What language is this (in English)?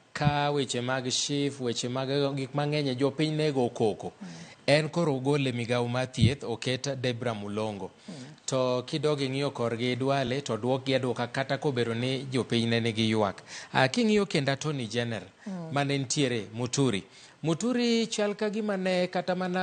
Luo (Kenya and Tanzania)